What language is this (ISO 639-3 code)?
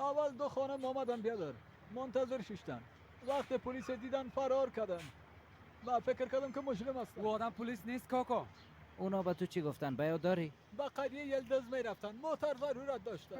fas